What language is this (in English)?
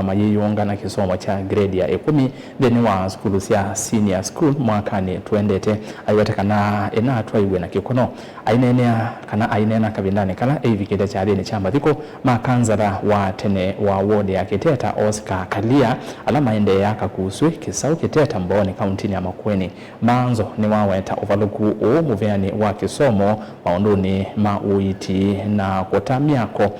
Kamba